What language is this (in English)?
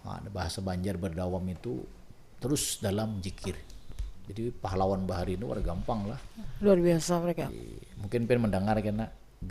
Banjar